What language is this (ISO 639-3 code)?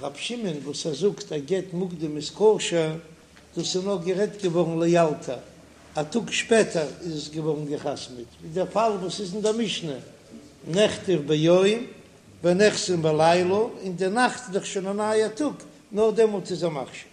yid